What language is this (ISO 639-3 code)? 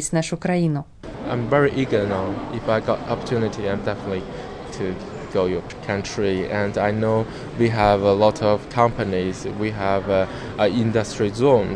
bel